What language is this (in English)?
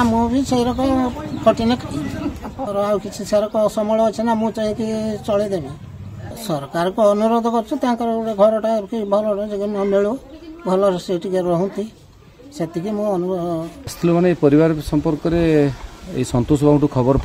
Odia